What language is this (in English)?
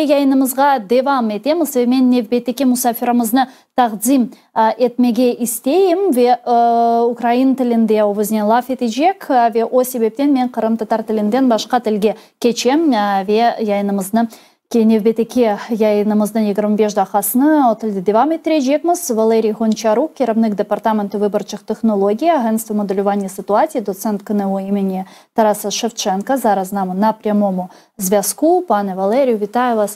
Crimean Tatar